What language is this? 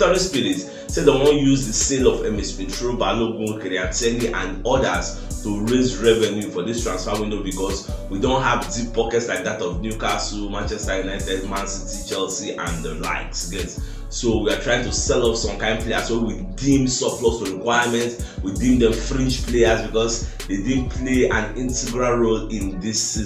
Nigerian Pidgin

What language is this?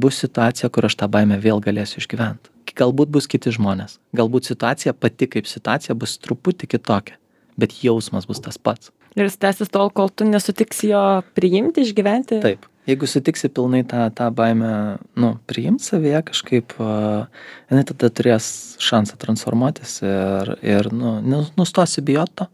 Lithuanian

